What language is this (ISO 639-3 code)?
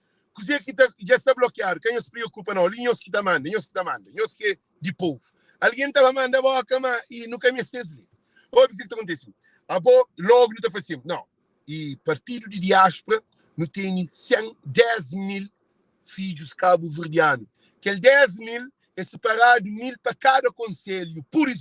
kea